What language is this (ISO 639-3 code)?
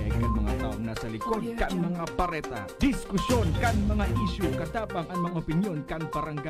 bik